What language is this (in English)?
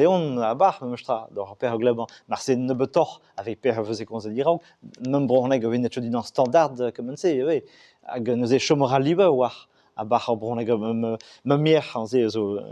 Breton